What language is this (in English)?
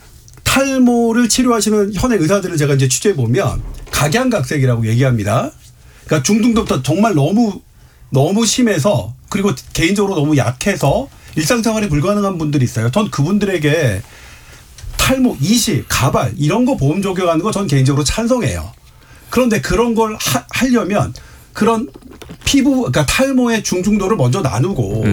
Korean